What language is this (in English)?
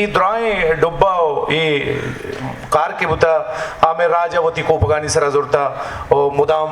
Baluchi